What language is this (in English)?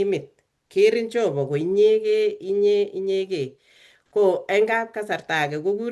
Kalenjin